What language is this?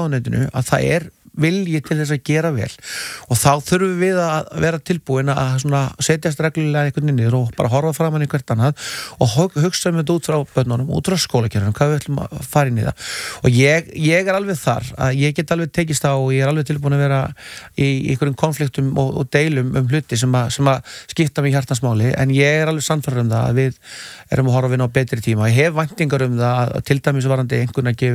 Icelandic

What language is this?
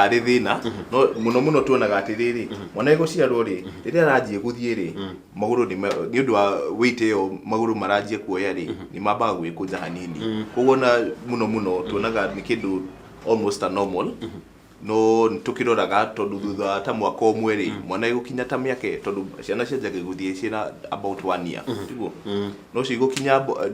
Kikuyu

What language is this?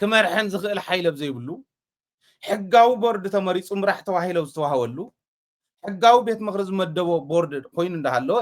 Tigrinya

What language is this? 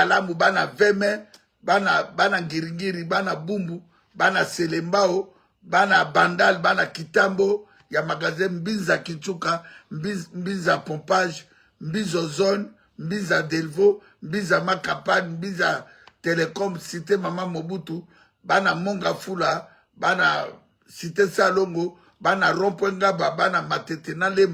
Lingala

